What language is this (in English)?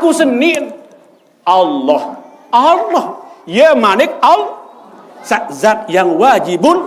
Sasak